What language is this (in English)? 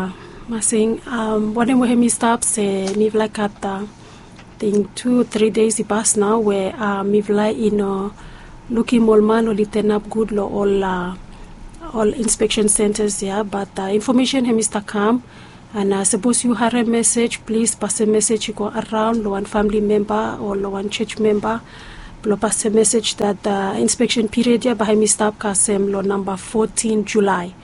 Bislama